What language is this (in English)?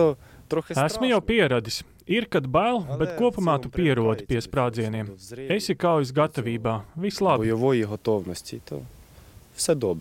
Latvian